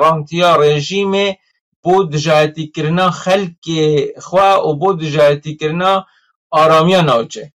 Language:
Kurdish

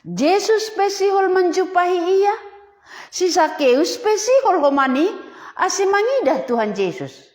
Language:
Batak Simalungun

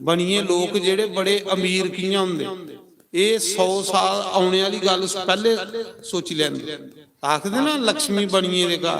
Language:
Dogri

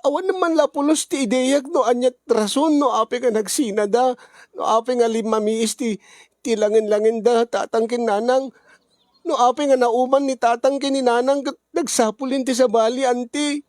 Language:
Iloko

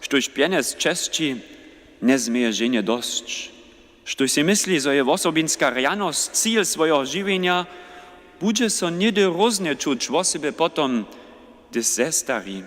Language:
Upper Sorbian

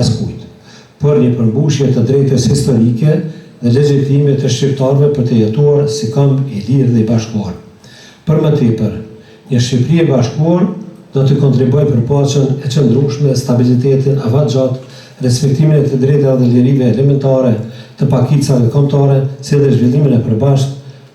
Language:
Albanian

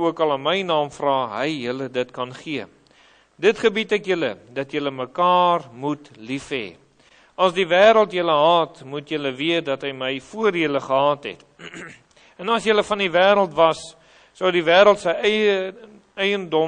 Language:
Afrikaans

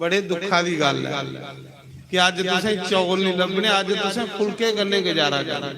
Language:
Dogri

